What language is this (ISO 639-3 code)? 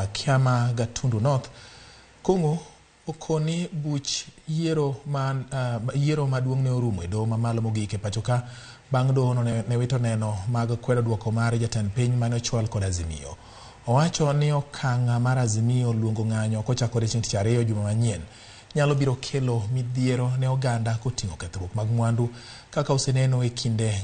luo